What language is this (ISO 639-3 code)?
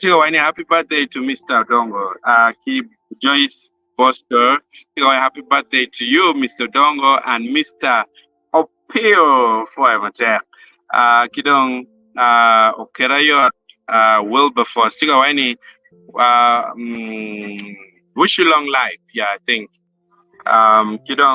ach